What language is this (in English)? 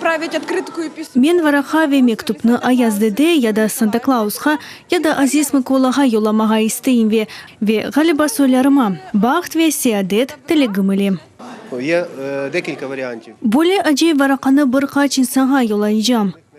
Crimean Tatar